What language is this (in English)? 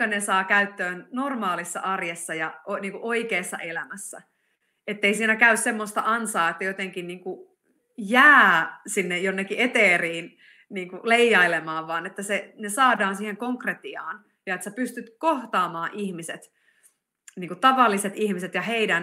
Finnish